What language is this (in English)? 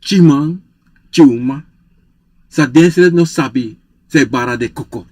Sranan Tongo